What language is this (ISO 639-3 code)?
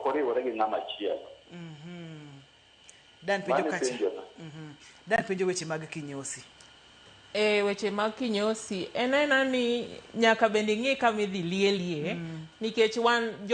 luo